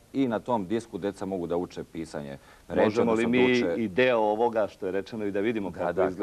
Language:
Serbian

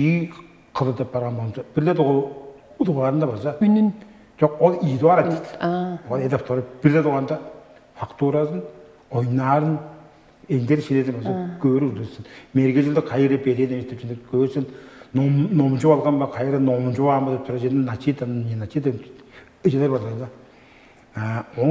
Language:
Tuvinian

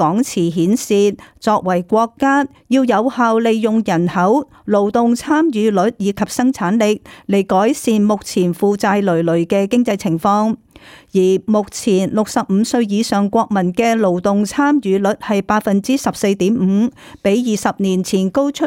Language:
Cantonese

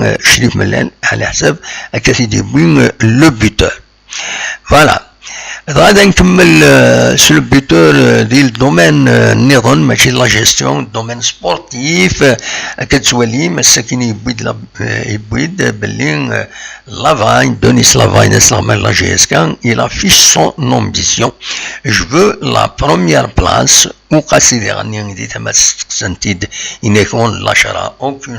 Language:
Kabyle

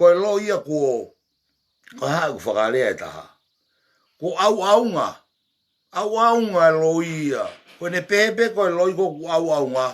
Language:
Tongan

